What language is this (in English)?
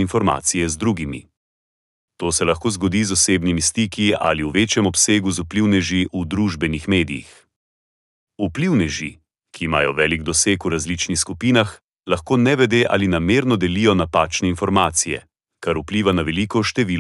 Slovenian